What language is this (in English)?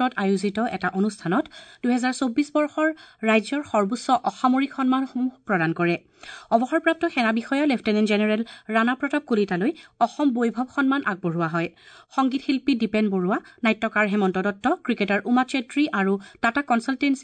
Assamese